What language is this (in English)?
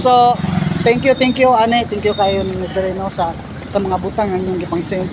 Cebuano